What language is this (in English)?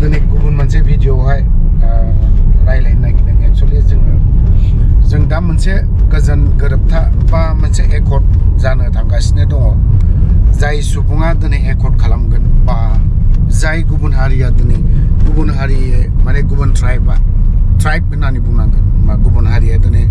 Bodo